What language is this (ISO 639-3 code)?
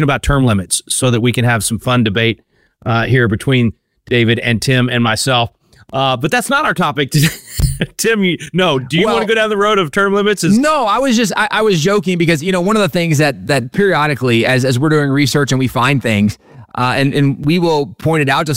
eng